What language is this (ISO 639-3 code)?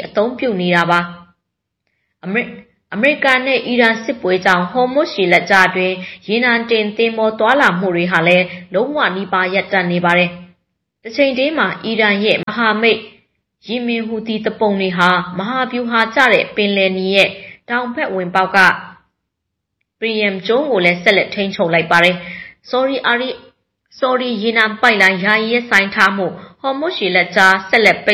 mya